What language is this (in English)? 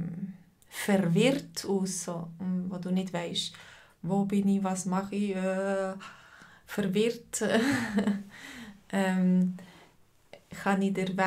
German